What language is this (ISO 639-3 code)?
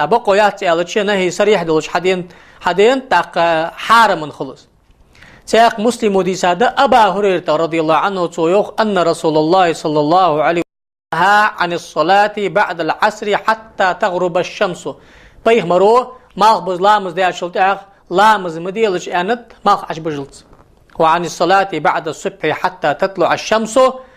inh